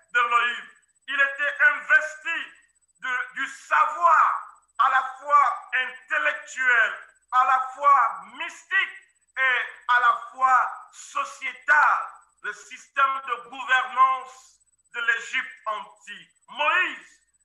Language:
French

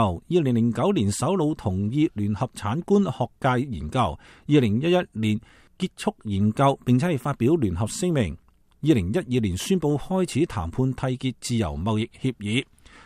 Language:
Cantonese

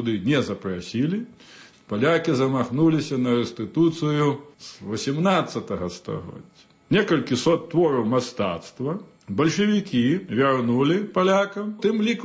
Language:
Belarusian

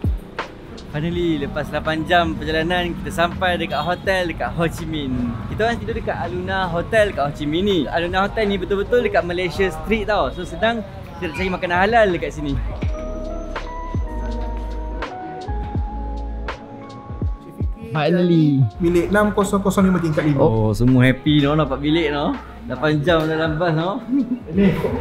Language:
Malay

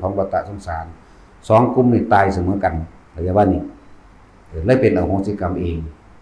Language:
Lao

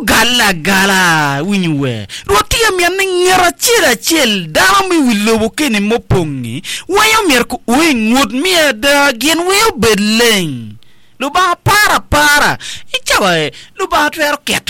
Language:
Acoli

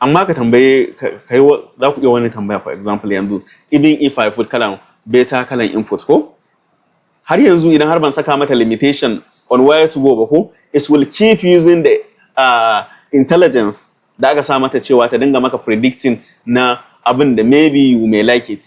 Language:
Hausa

